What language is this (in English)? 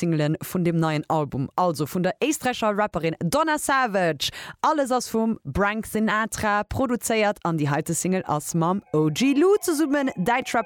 Luxembourgish